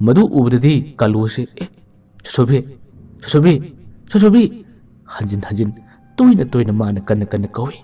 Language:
Manipuri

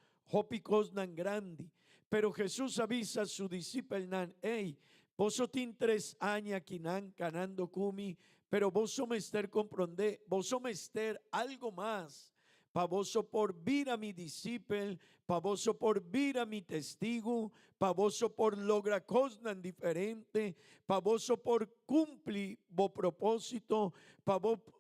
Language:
Papiamento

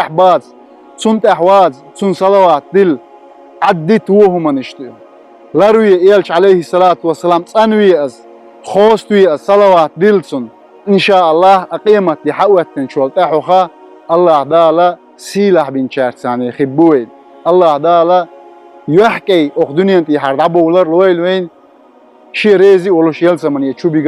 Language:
Chechen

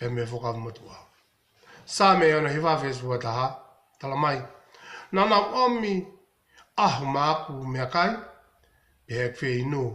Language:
Tongan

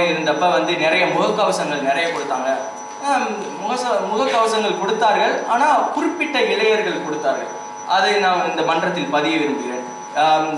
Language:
Tamil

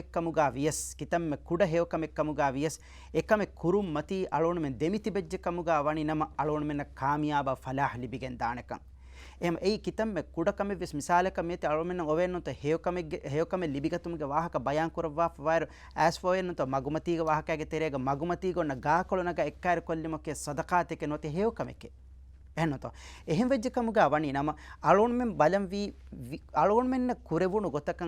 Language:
Divehi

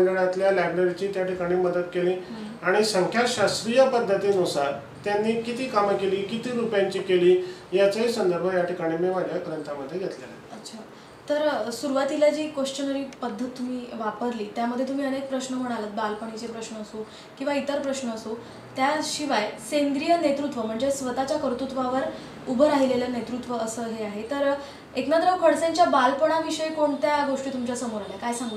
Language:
Marathi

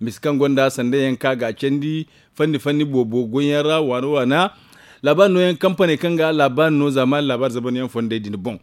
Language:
Zarma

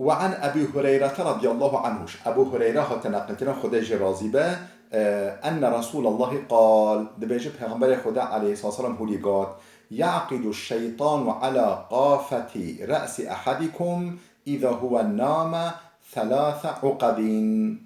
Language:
Kurdish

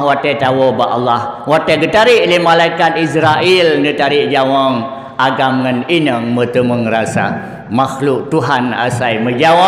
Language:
Achinese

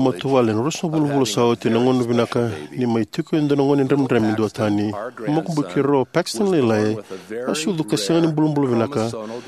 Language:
Fijian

